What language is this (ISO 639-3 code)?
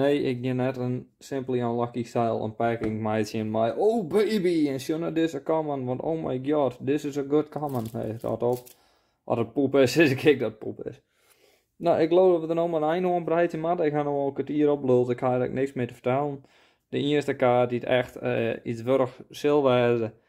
fry